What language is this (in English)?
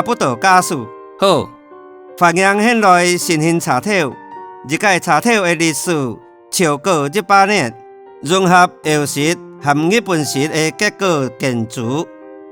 Hakka Chinese